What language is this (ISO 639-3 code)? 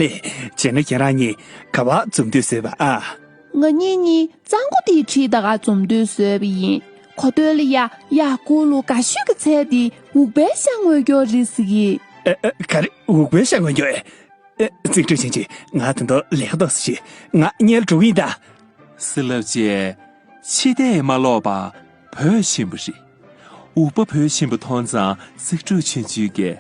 bod